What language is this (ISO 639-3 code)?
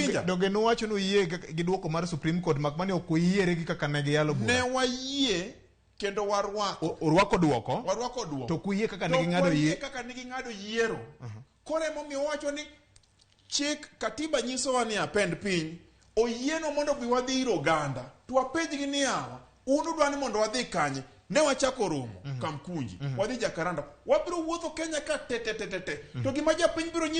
luo